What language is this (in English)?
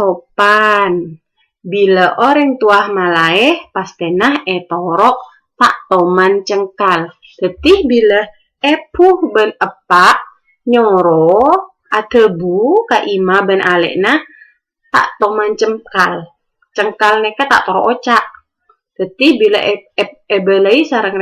Madurese